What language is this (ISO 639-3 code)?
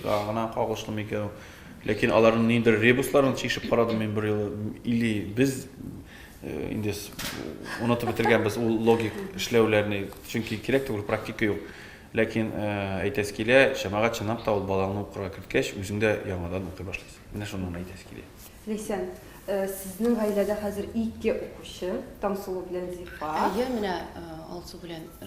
tat